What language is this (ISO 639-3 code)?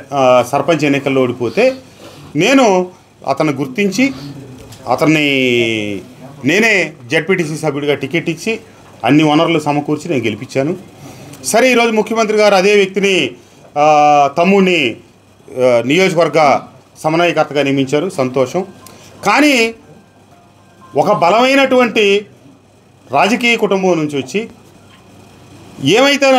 tel